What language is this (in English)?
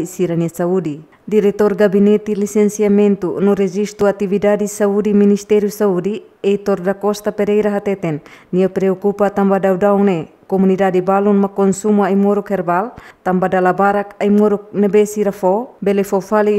Tetum